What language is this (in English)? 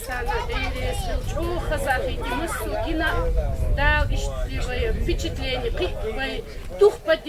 Chechen